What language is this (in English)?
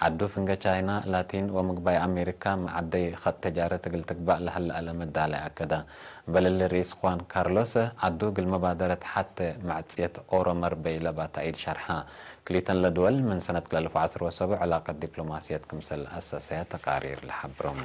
Tigre